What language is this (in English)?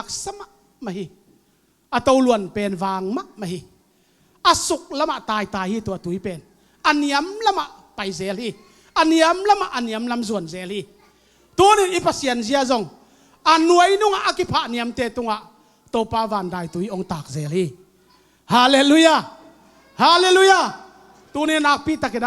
Tedim Chin